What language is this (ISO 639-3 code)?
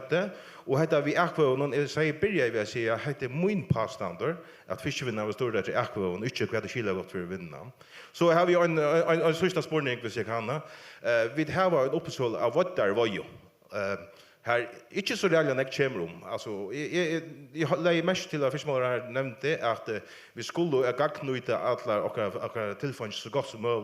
fao